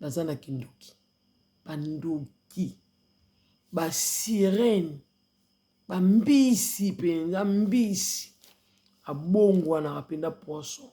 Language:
Lingala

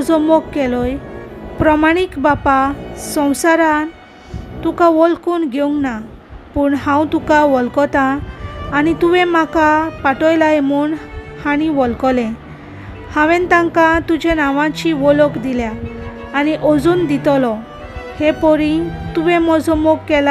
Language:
Konkani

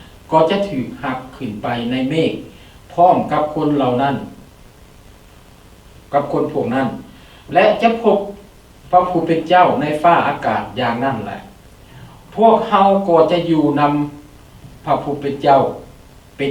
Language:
Lao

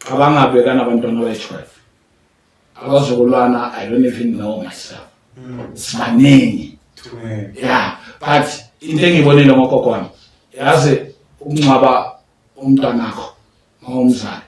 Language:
Zulu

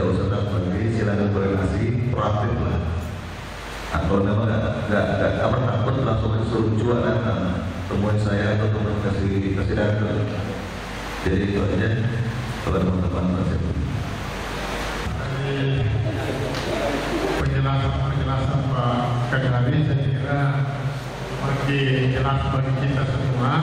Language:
Indonesian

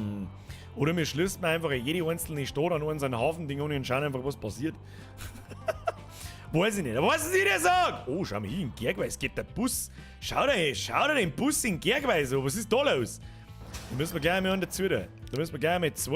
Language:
Bavarian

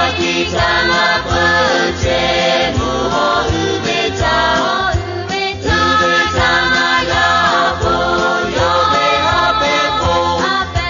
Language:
Lahu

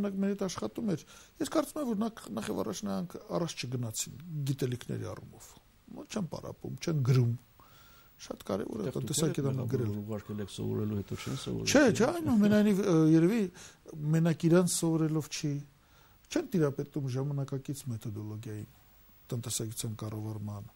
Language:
Armenian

